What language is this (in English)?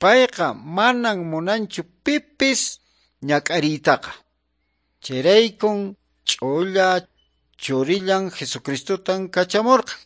Quechua